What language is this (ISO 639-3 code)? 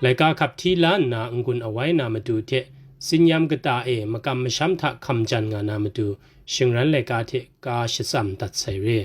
kac